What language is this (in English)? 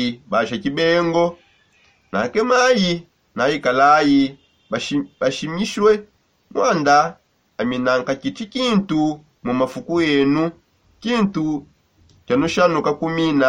Songe